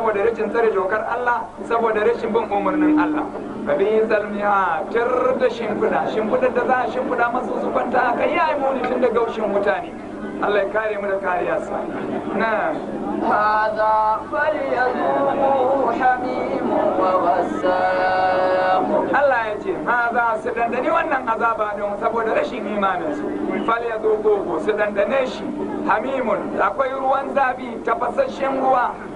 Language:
Hausa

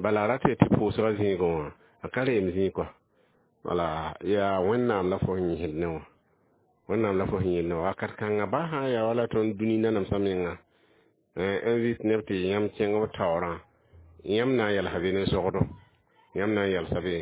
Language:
Mossi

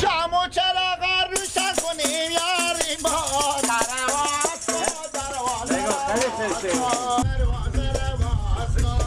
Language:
Persian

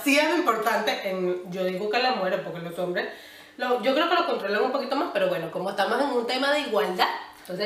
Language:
Spanish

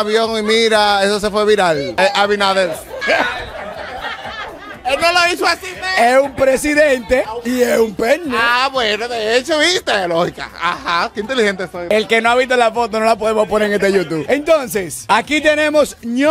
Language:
Spanish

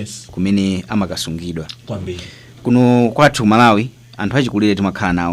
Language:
Nyanja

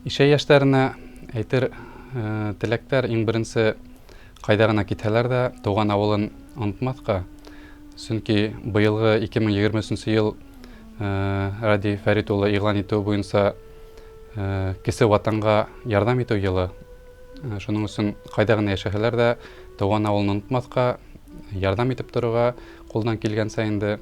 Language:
Bashkir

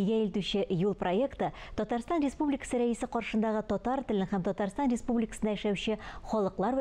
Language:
Tatar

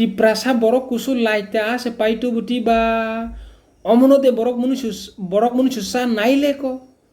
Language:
Kok Borok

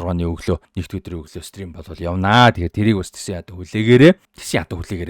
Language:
Mongolian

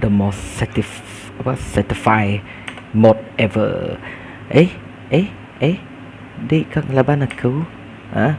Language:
Iban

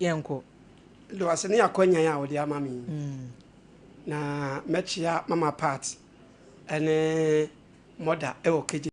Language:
Akan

